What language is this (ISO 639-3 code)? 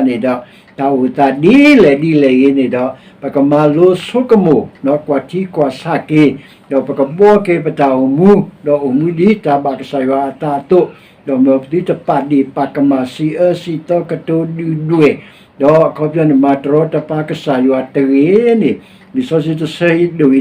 ksw